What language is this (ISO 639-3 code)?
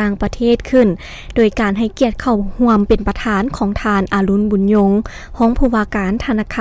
lao